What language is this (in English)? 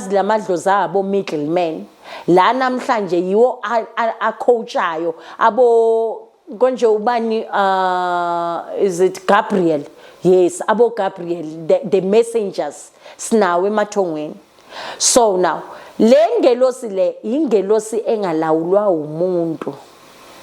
Zulu